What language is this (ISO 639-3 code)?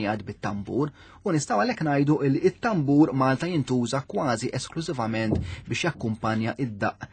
mlt